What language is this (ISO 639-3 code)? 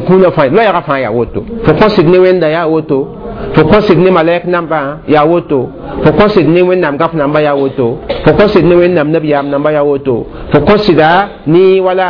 mos